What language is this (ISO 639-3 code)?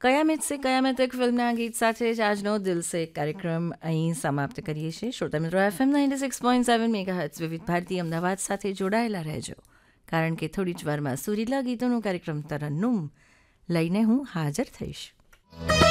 guj